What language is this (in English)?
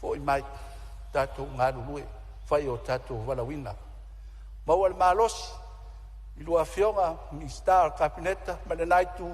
Samoan